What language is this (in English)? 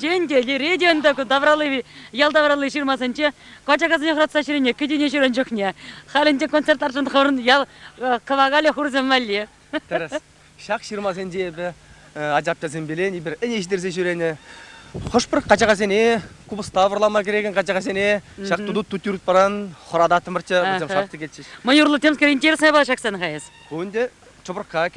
Chuvash